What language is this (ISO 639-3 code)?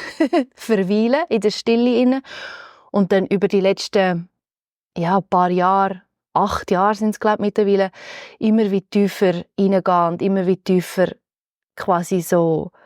gsw